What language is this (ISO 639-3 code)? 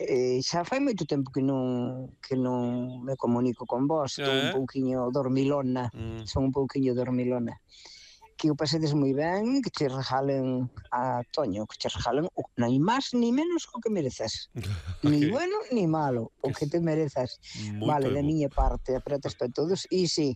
glg